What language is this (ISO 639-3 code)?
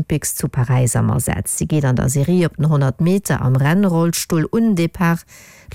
ltz